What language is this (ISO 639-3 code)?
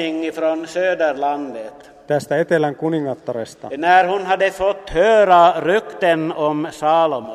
swe